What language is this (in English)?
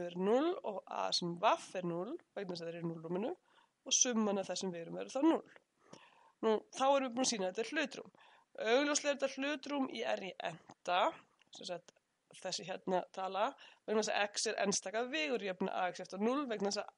Icelandic